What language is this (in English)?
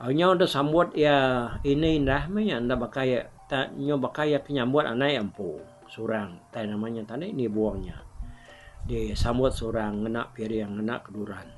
Iban